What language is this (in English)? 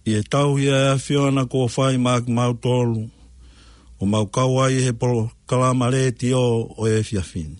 Tongan